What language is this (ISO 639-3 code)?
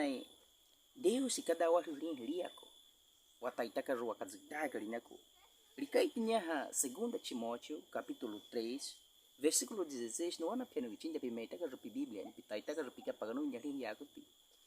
bwi